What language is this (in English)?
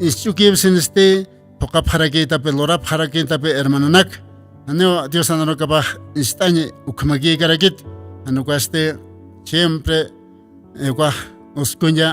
Aymara